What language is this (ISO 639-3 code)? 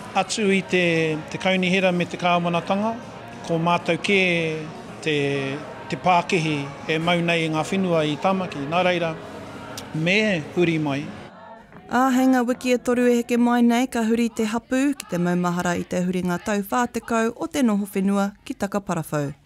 mri